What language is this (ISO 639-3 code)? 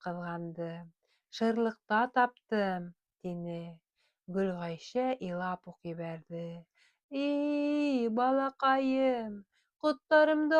bak